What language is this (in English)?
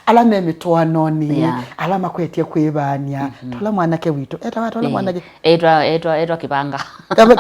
Kamba